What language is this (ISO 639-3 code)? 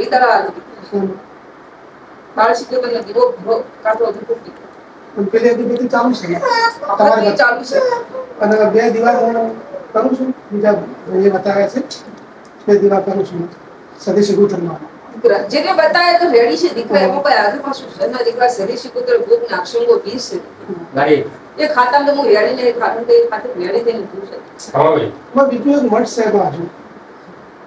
guj